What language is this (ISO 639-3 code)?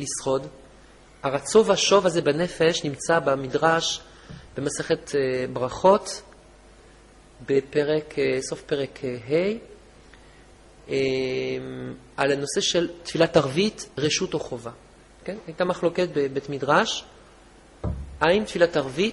heb